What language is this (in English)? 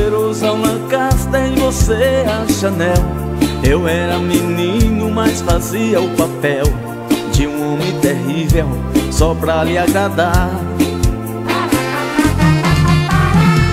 Portuguese